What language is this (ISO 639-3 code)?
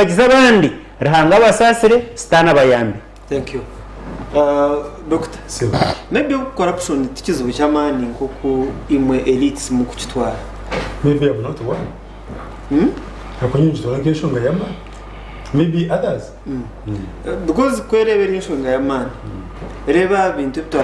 nyn